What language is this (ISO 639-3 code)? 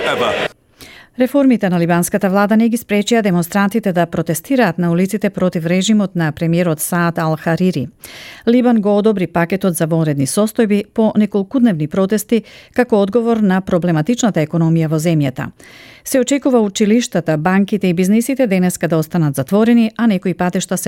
mkd